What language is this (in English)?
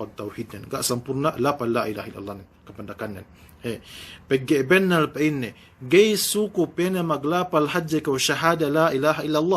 Yakan